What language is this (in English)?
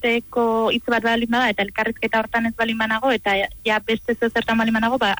Basque